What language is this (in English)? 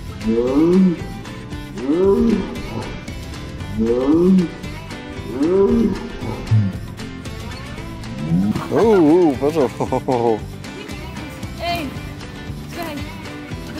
Dutch